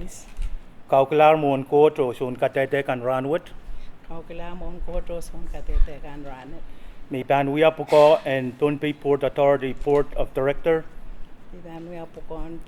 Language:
Pohnpeian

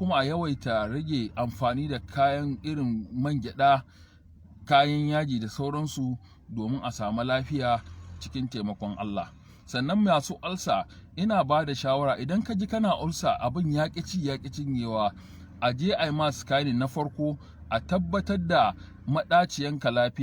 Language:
Hausa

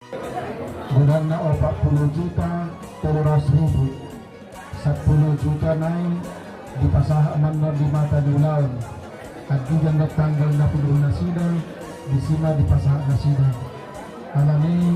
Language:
Batak Toba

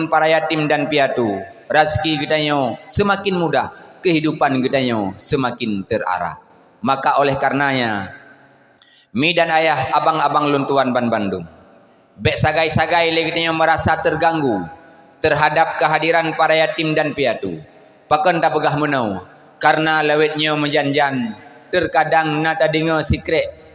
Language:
Achinese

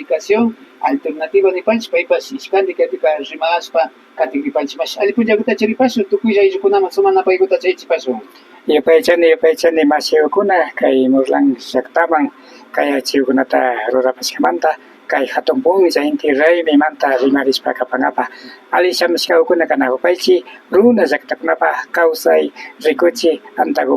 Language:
Imbabura Highland Quichua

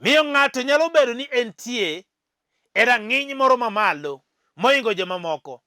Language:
Luo (Kenya and Tanzania)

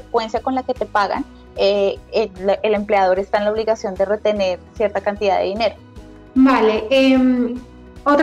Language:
Spanish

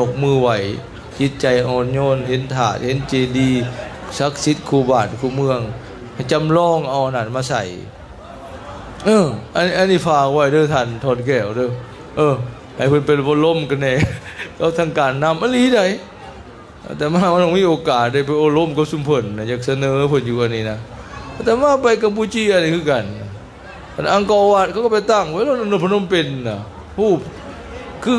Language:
Lao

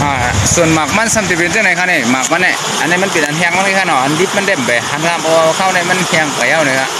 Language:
Shan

